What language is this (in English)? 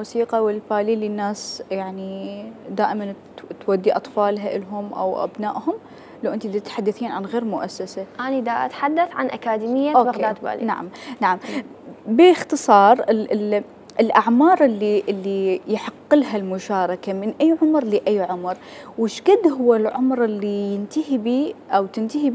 Mesopotamian Arabic